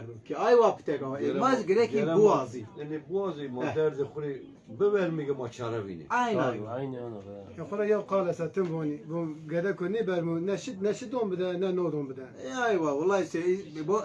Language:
Zaza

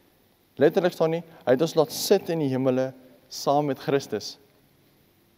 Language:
Afrikaans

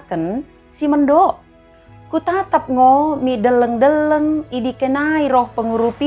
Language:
Batak Dairi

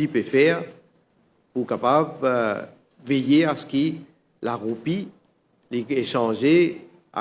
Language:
Morisyen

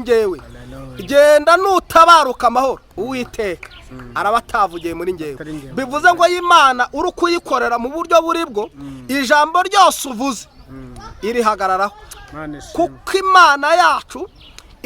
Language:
Kinyarwanda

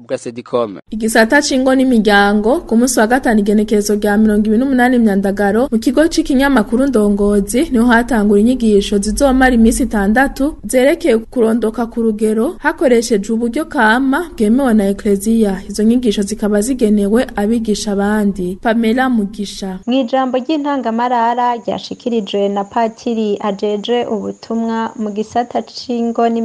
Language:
Rundi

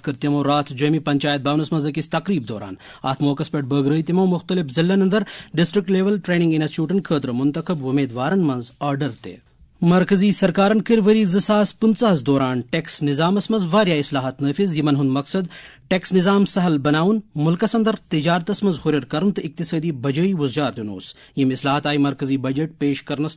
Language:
Kashmiri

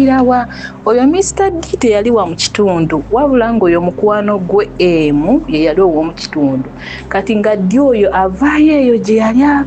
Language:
Ganda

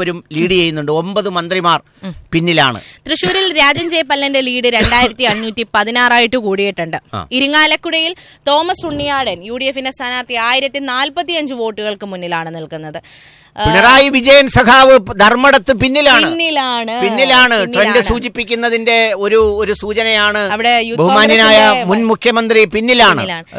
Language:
Malayalam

